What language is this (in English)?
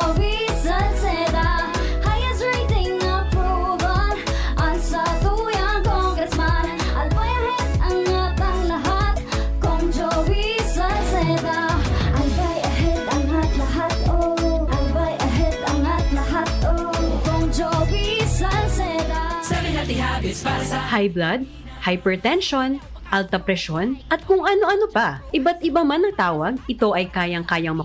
Bikol